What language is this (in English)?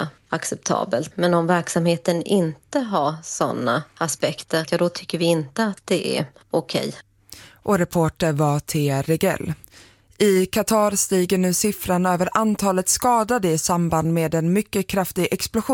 Swedish